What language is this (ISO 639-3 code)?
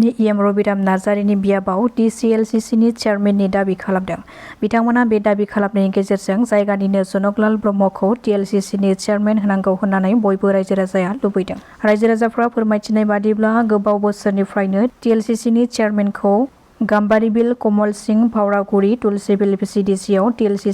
brx